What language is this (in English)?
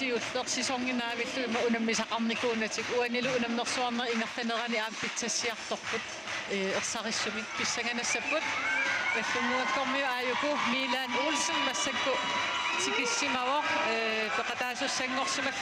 Kalaallisut